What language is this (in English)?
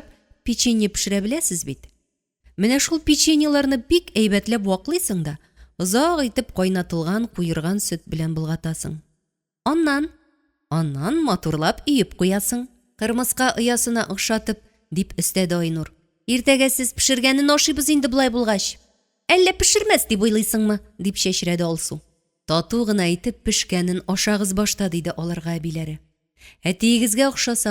Tatar